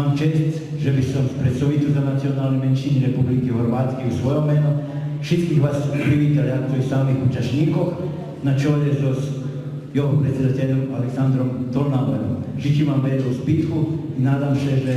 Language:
Rusyn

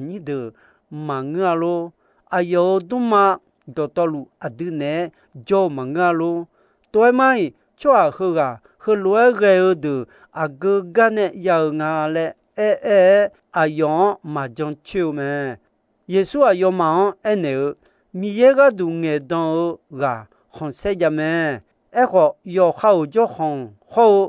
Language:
Akha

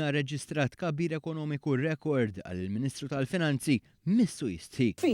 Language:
Maltese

